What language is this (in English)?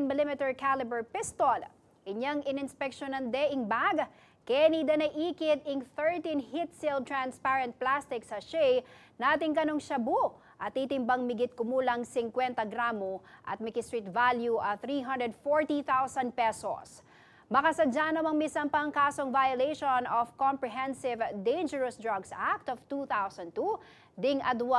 Pampanga